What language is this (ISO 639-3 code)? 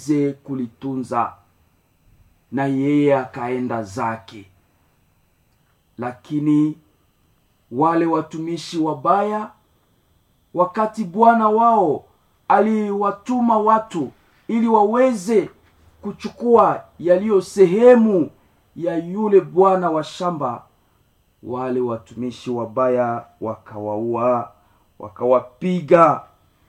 swa